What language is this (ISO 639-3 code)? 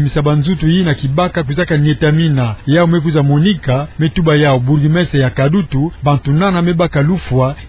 ktu